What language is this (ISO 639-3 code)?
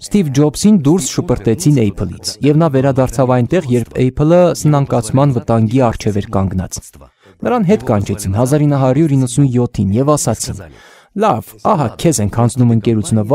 hye